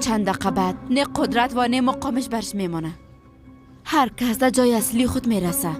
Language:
Persian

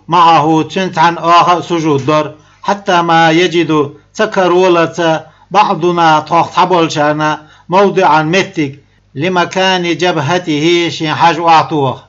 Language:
Chechen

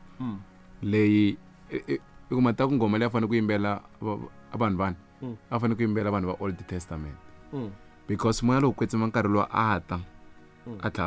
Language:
Tsonga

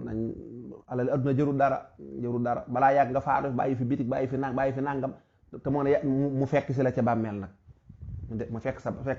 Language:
Wolof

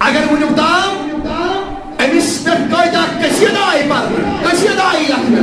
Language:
Kashmiri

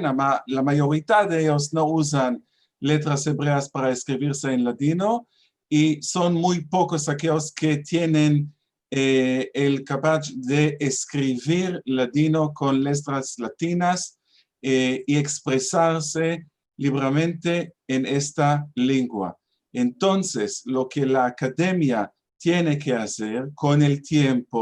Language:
Ladino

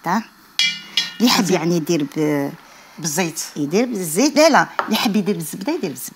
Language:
Algerian Arabic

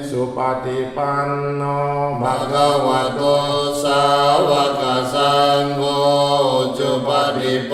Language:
Pali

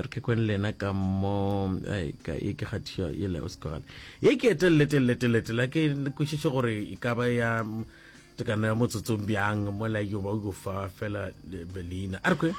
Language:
Northern Sotho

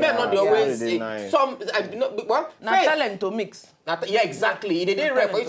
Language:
Nigerian Pidgin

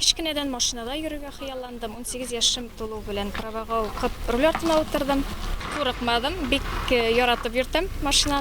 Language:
Tatar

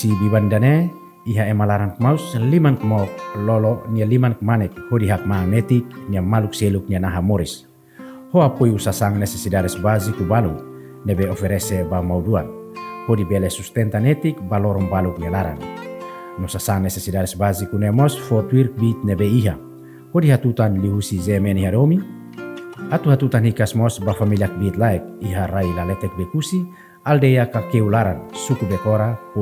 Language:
Tetum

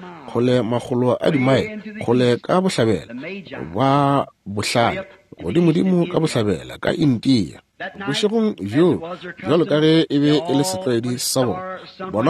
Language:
Northern Sotho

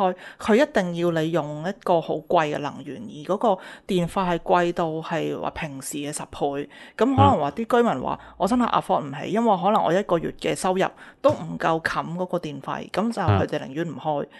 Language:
Cantonese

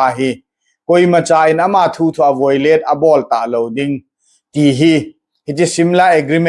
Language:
Thado Chin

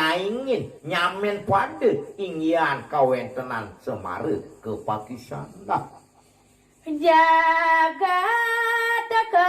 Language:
Balinese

